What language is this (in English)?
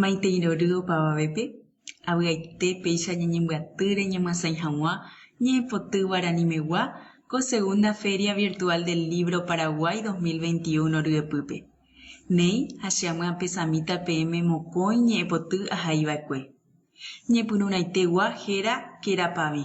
Guarani